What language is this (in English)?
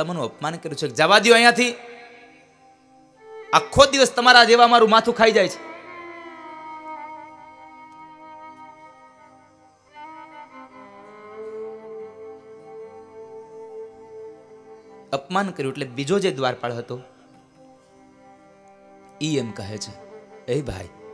Gujarati